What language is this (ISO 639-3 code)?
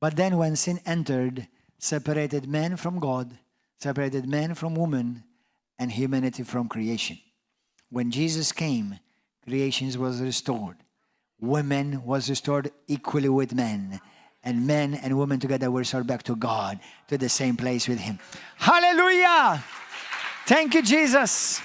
eng